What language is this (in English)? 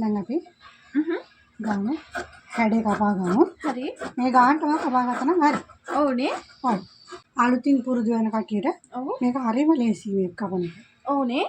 Sinhala